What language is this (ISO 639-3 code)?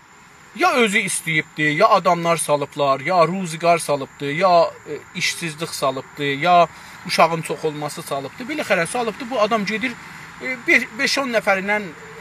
azb